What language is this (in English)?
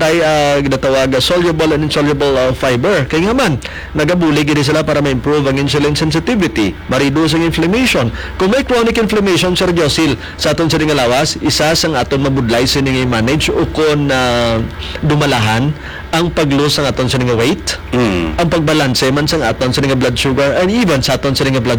Hiligaynon